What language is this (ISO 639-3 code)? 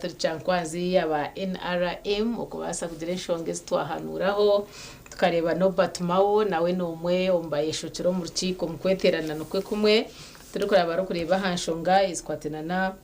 nyn